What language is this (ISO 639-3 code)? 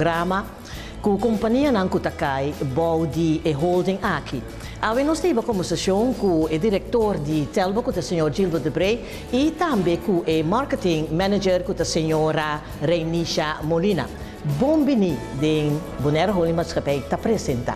pap